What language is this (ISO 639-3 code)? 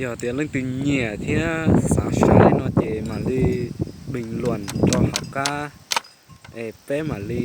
hmn